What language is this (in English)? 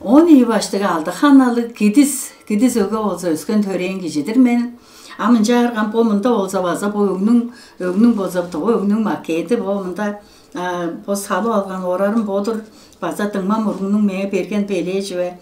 Tuvinian